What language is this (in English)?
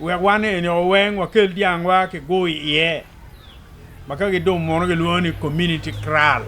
Acoli